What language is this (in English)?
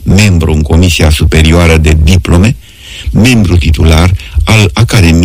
Romanian